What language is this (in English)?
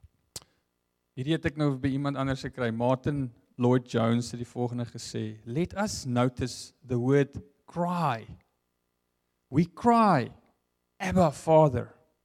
Afrikaans